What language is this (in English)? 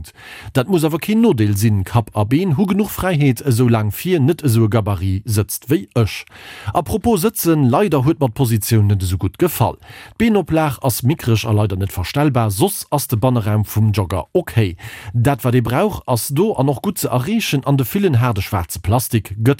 Luxembourgish